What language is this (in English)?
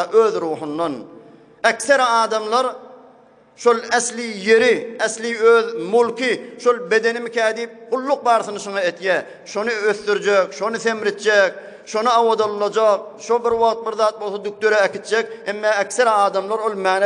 Turkmen